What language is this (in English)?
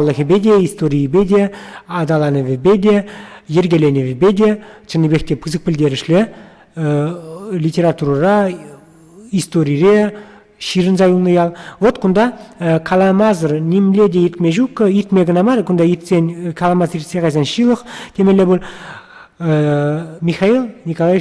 Chuvash